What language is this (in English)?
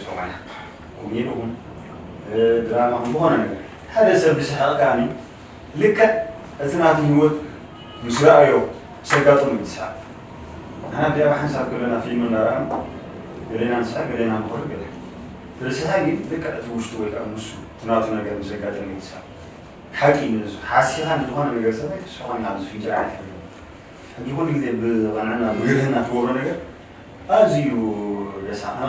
Tigrinya